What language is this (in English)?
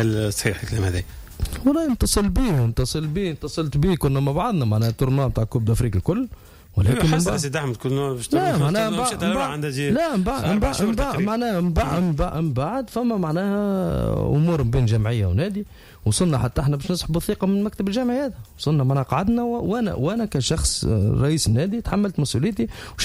Tunisian Arabic